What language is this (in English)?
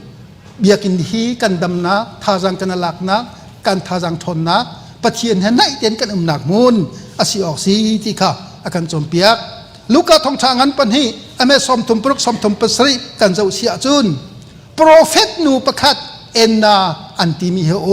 Hakha Chin